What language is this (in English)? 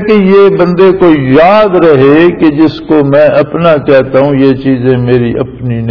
Urdu